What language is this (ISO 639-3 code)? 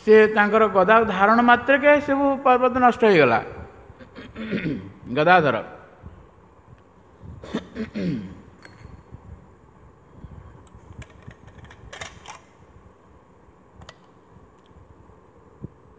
ori